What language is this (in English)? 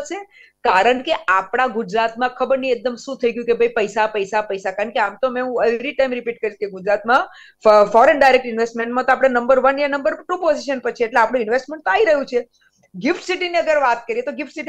Gujarati